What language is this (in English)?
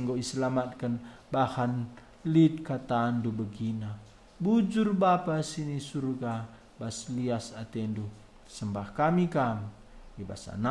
Batak Karo